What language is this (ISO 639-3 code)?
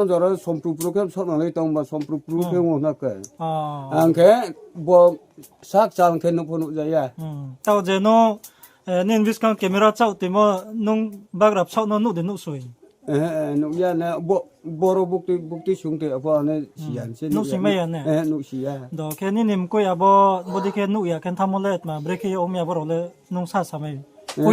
ria